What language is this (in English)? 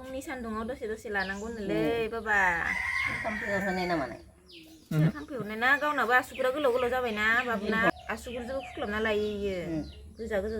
Bodo